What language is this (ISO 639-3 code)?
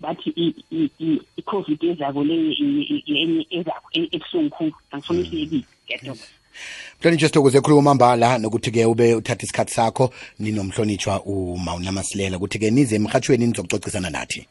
nbl